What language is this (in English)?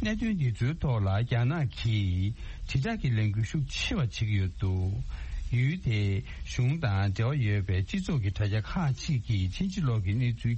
Tibetan